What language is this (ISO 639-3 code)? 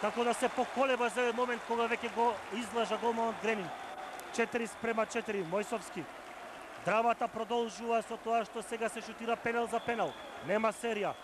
mkd